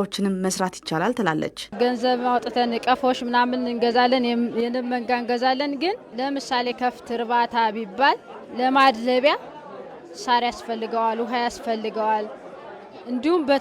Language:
Amharic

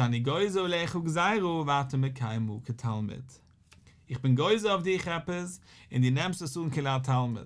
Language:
Yiddish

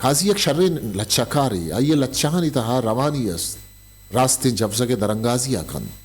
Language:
Eastern Balochi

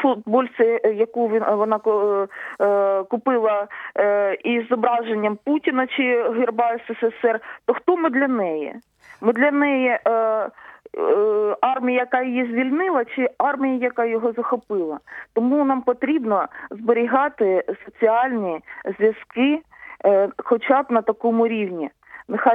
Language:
Ukrainian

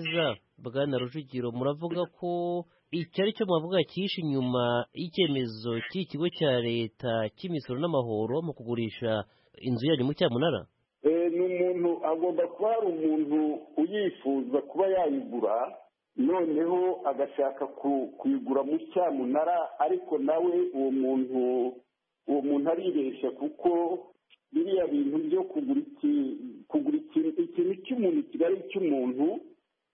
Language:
Kinyarwanda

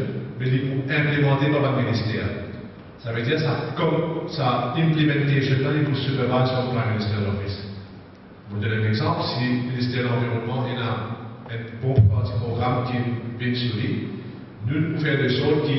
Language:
Morisyen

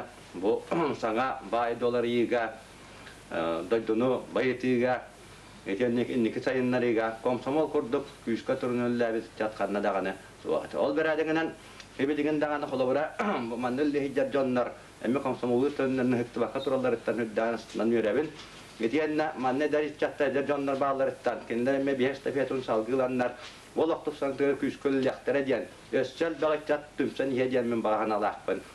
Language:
Yakut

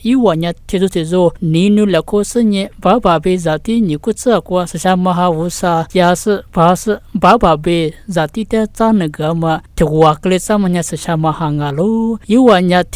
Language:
Lisu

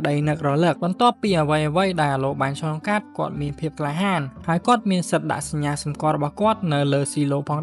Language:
Khmer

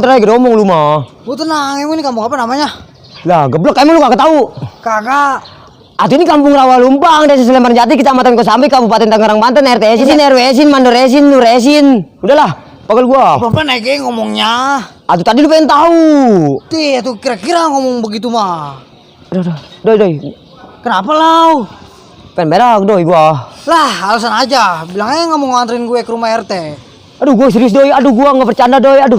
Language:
Betawi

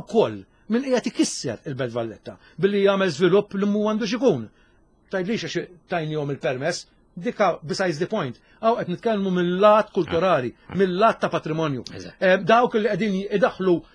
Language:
Maltese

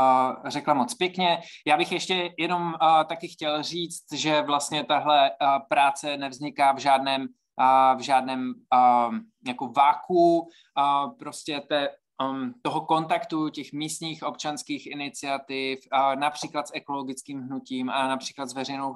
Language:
Czech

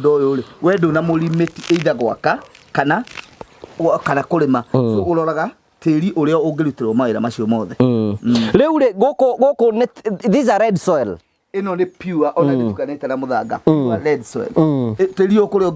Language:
Kikuyu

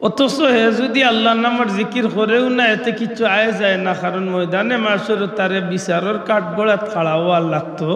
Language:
Sylheti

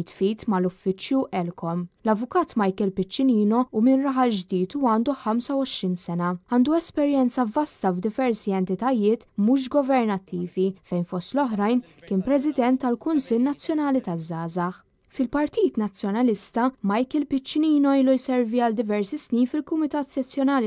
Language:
Maltese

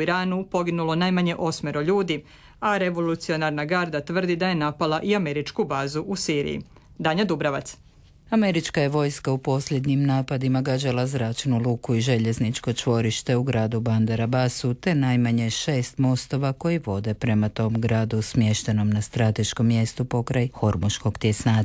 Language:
Croatian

